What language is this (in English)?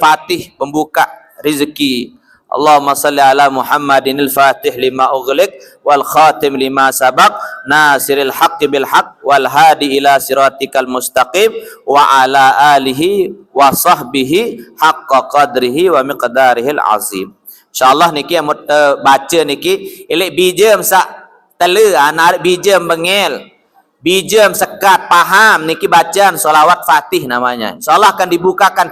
Sasak